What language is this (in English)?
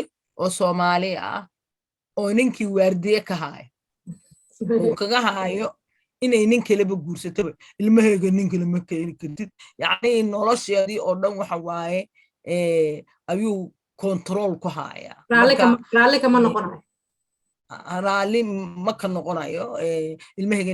Somali